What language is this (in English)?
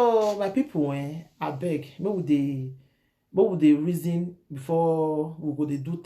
Nigerian Pidgin